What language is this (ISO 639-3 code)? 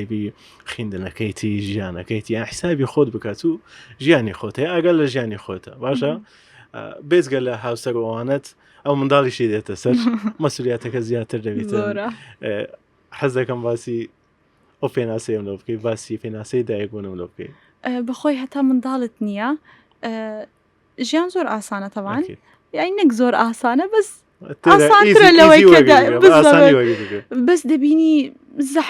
ckb